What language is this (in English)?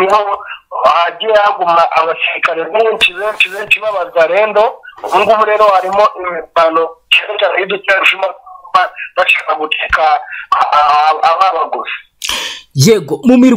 Kinyarwanda